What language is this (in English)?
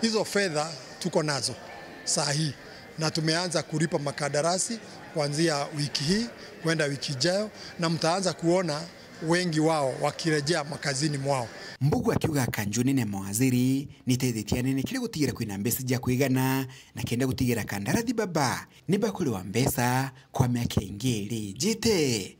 Meru